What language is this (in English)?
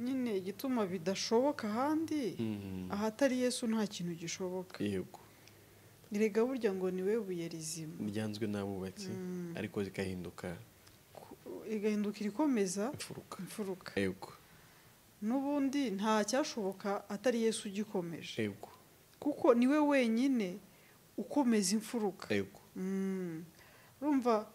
Kinyarwanda